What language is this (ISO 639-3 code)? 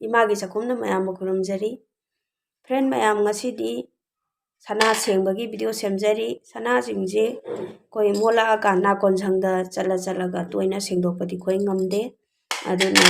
mni